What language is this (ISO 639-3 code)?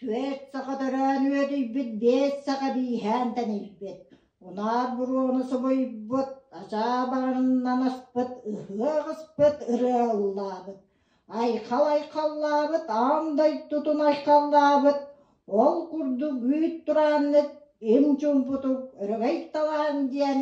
sah